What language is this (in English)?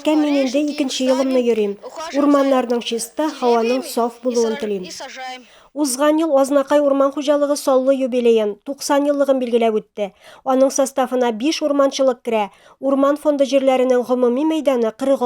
Tatar